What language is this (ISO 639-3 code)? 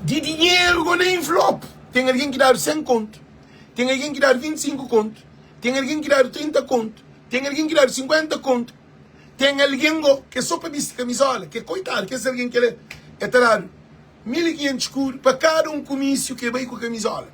kea